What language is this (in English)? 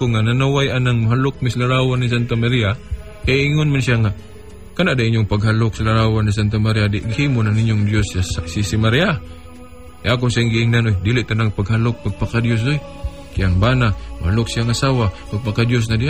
Cebuano